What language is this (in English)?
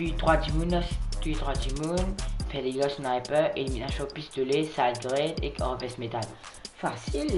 Morisyen